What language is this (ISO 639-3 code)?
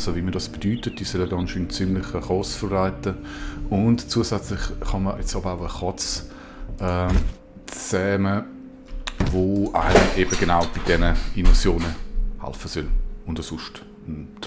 gsw